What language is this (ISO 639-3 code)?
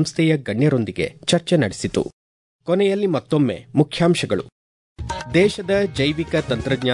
kan